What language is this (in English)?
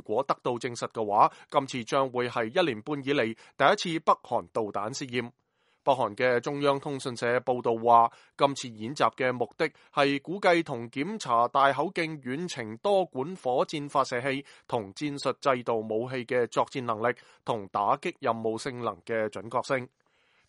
Cantonese